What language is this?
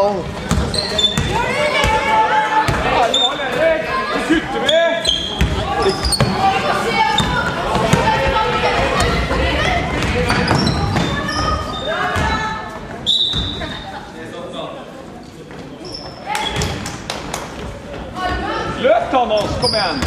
Norwegian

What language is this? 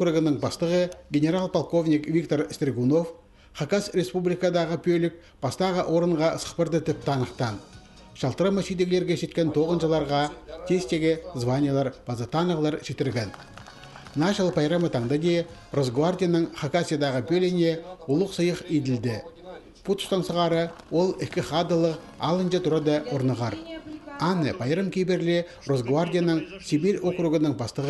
Khakas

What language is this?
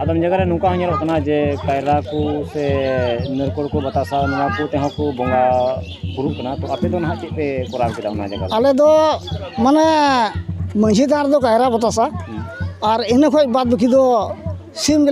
Santali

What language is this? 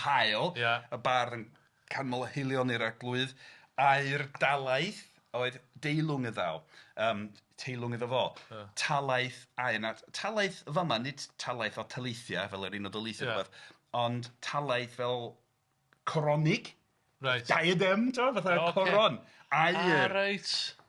Welsh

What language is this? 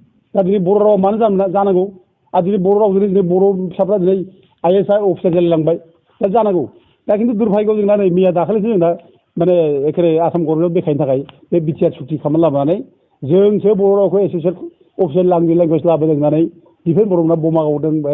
Bodo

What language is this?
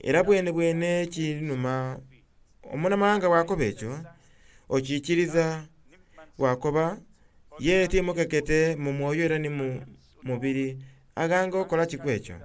Soga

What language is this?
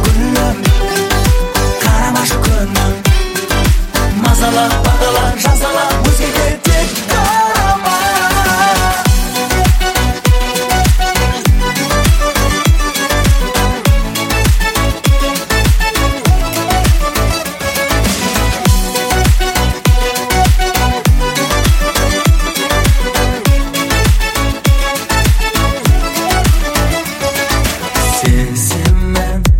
Kazakh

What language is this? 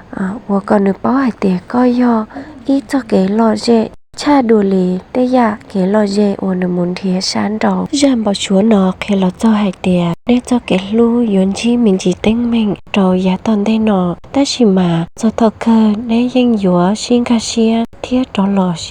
Hmong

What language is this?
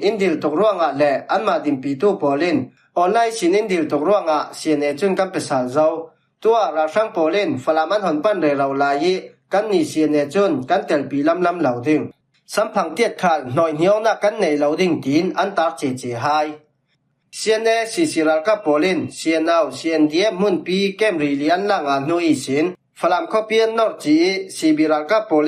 Falam Chin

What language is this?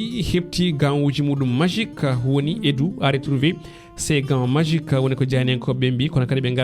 Fula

